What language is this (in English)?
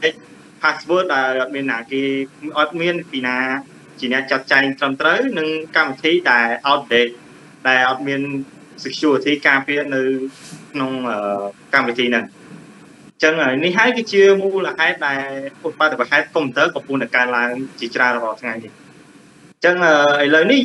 Khmer